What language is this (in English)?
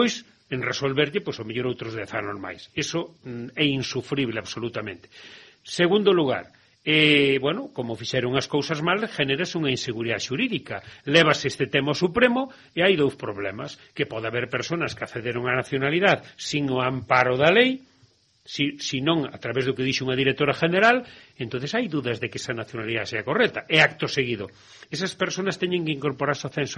Galician